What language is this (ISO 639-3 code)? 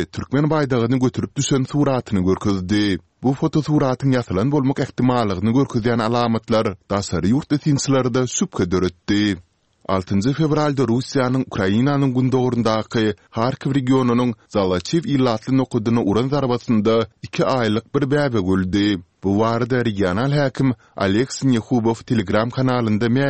tuk